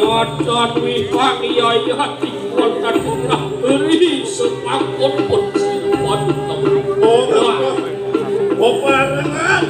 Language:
Balinese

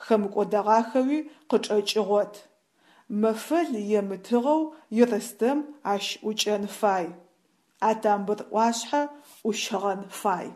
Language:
Adyghe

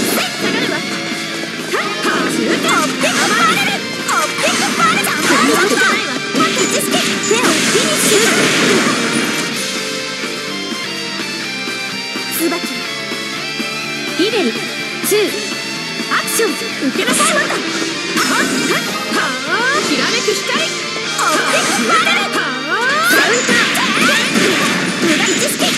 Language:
Japanese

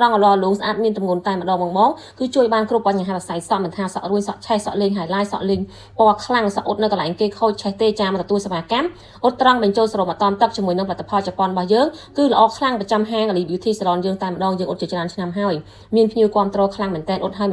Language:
Khmer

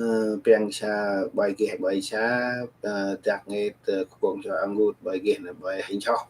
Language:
Central Mnong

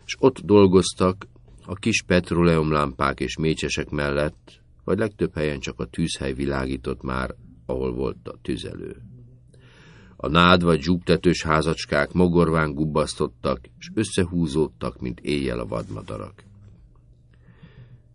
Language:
Hungarian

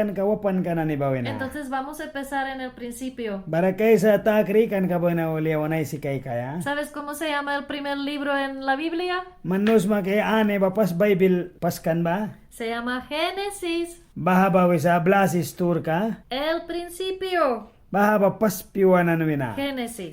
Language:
Mískito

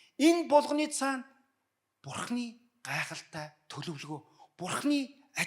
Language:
Mongolian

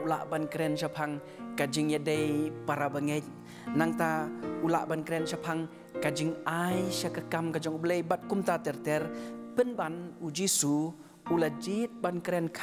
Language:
Khasi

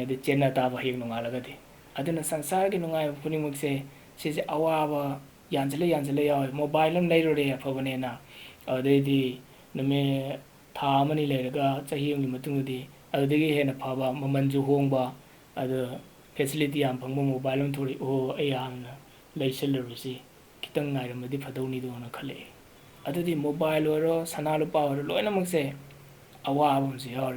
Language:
Manipuri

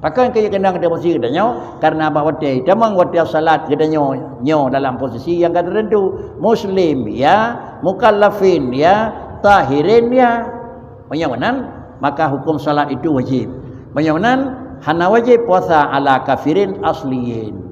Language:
Achinese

